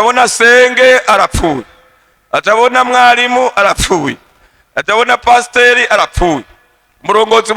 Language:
Rundi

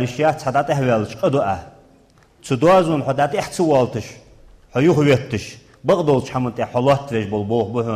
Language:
Ingush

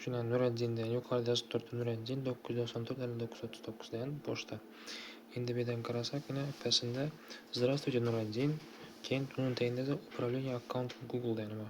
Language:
Uzbek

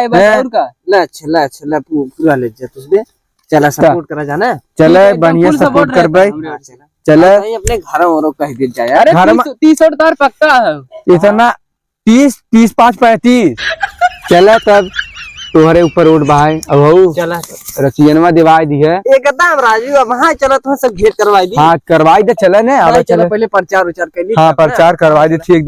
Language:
Awadhi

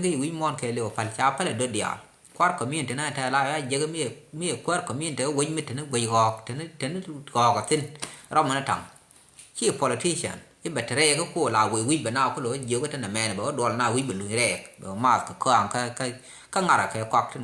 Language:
Nuer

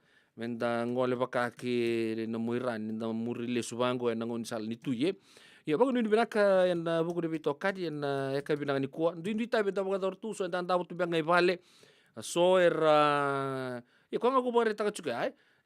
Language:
Fijian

